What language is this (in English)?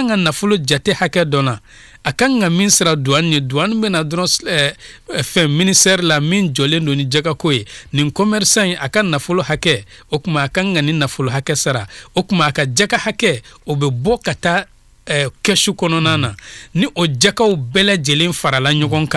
Bambara